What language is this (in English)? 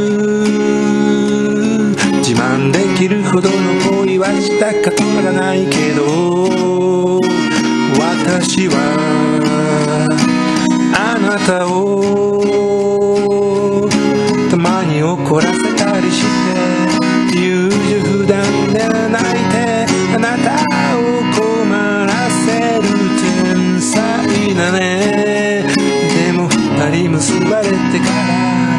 Japanese